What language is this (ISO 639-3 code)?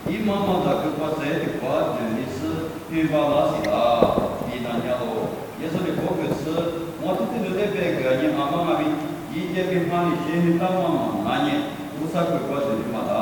lis